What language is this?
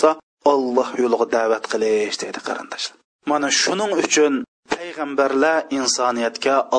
Uyghur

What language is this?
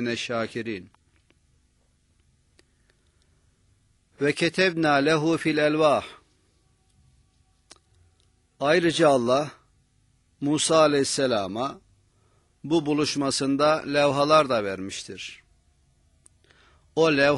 Turkish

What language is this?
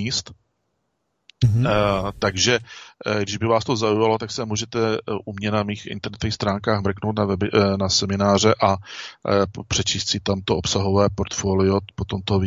Czech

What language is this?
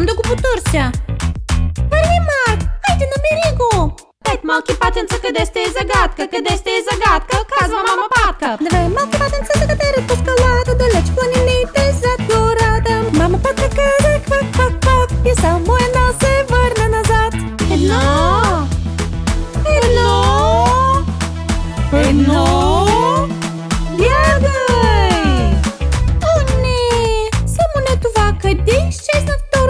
Bulgarian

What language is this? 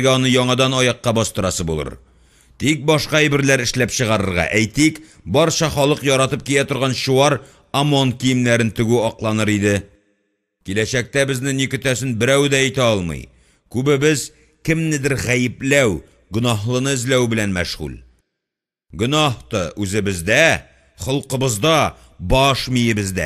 Tatar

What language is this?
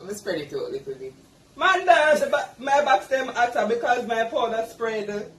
Jamaican Creole English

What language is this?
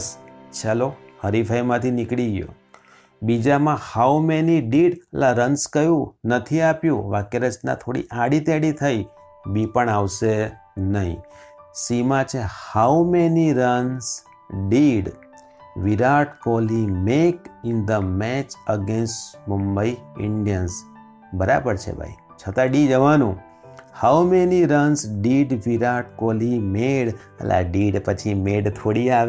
Gujarati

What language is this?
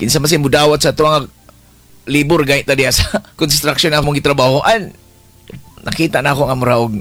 Cebuano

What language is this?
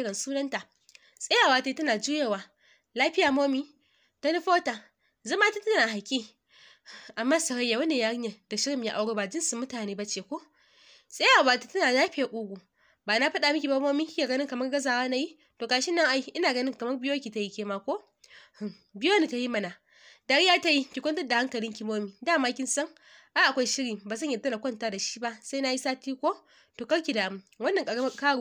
Hausa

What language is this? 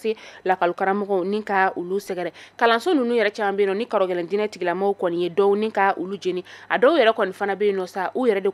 Bambara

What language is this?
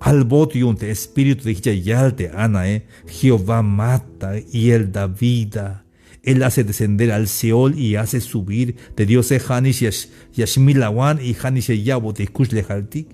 Tzeltal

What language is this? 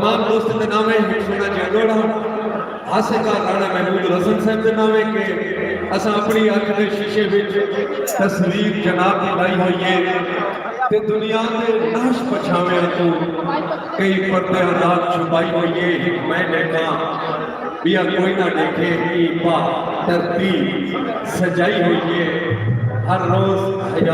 Saraiki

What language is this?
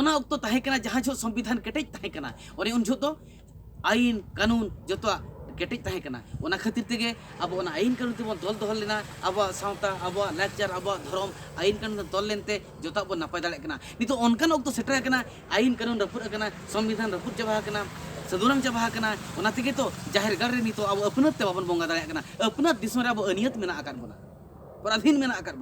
Santali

